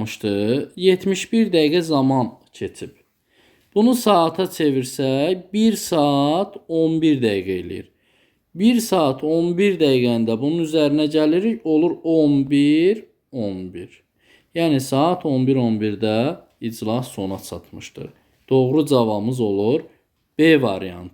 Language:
Azerbaijani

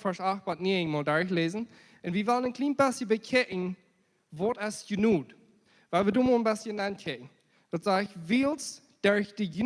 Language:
Plautdietsch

